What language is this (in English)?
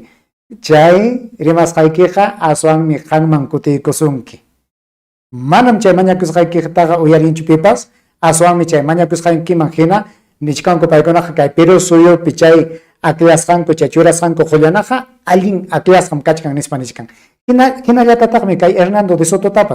Ayacucho Quechua